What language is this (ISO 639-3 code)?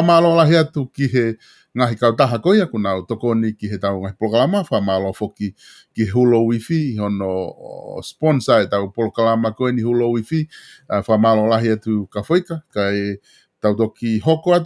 ton